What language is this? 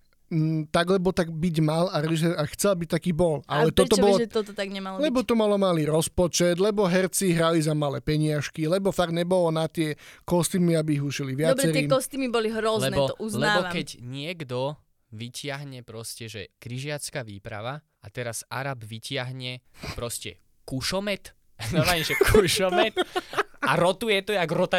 Slovak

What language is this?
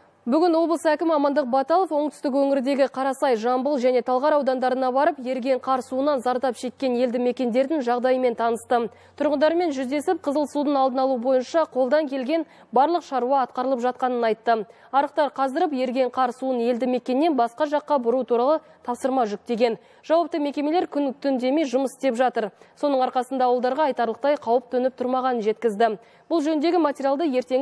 Kazakh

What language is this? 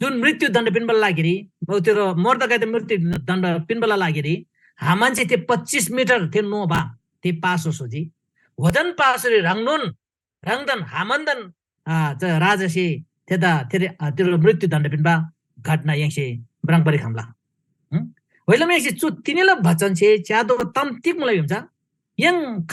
Eastern Tamang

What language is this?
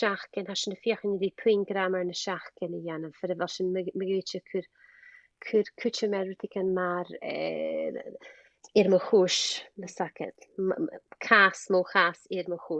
Scottish Gaelic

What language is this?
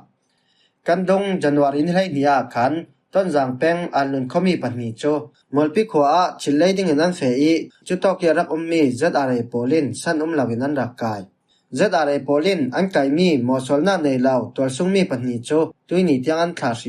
Falam Chin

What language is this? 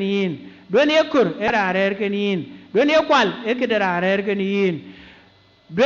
Dinka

